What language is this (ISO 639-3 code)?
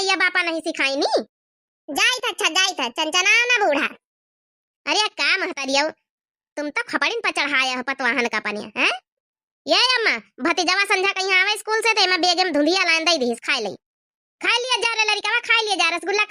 awa